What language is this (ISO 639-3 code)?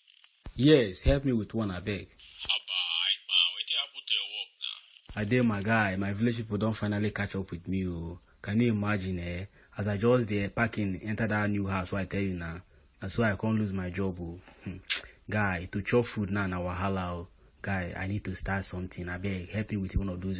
pcm